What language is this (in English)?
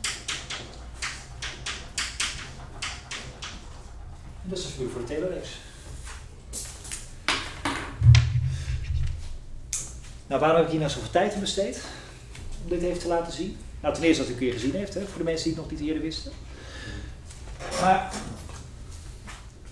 Dutch